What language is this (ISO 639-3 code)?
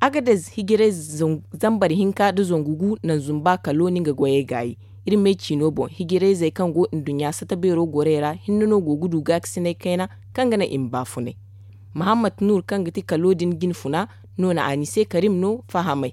dje